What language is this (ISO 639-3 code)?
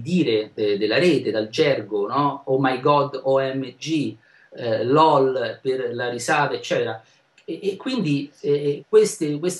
ita